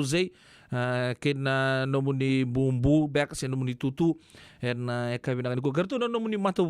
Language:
Fijian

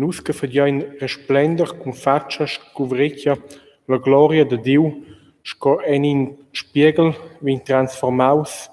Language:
Romansh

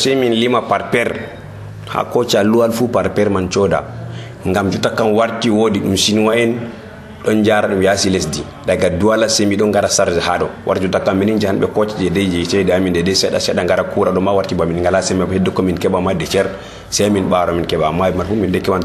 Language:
Nigerian Fulfulde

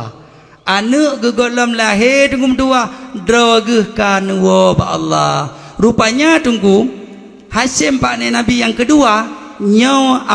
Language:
Achinese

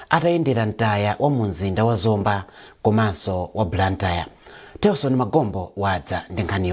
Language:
Nyanja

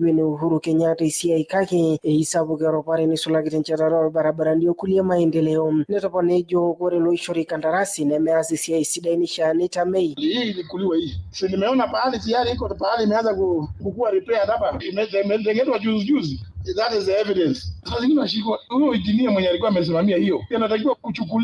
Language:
Masai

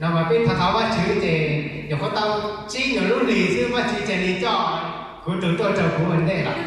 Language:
Hmong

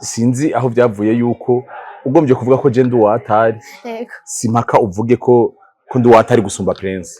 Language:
Rundi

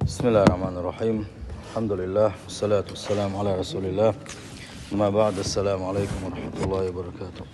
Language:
Chechen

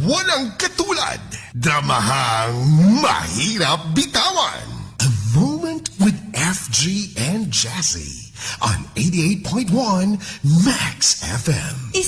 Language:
Cebuano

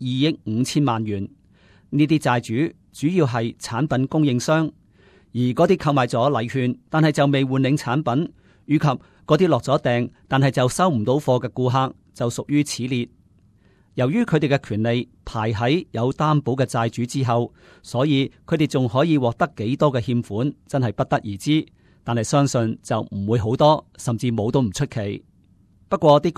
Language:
Cantonese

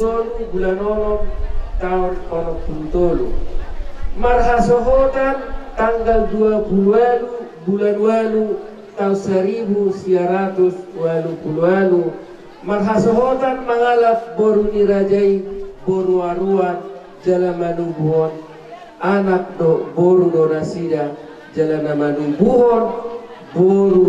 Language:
Batak Toba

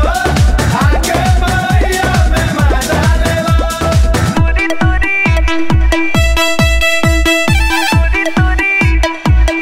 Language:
Bhojpuri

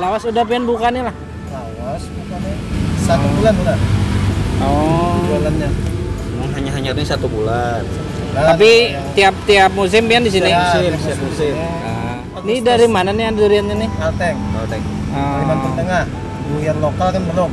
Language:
Banjar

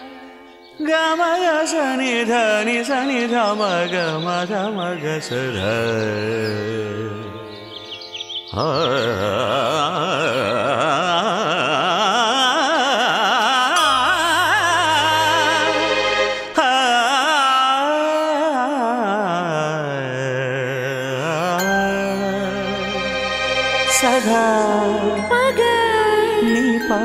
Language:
Kannada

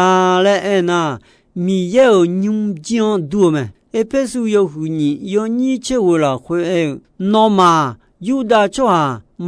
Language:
Akha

